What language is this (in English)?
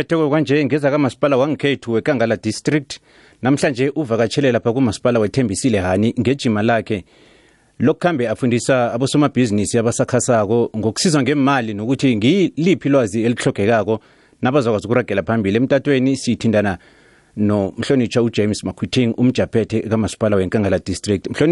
South Ndebele